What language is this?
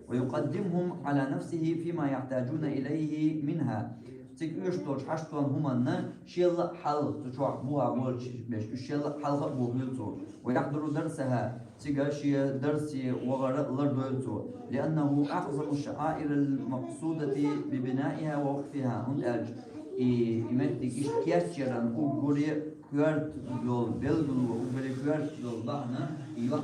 Chechen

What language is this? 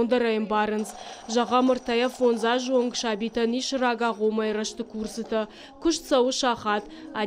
Ossetic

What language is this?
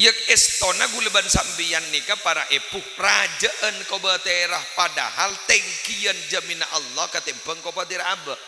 Madurese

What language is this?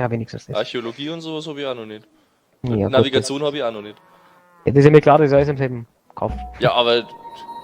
Bavarian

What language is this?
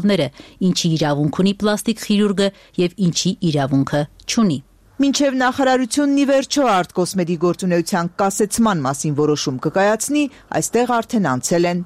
Armenian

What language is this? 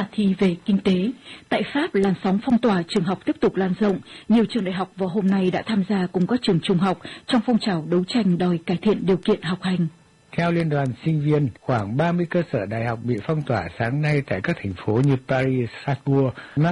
Vietnamese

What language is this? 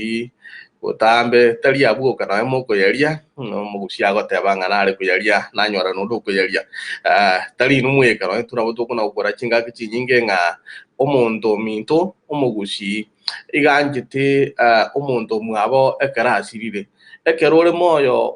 Gusii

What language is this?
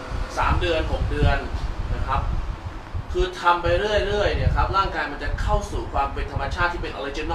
Thai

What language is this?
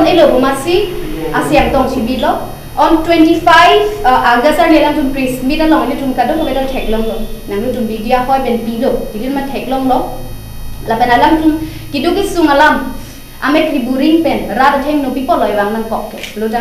Karbi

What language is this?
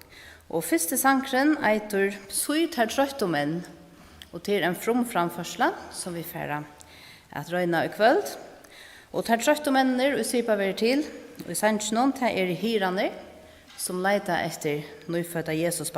Faroese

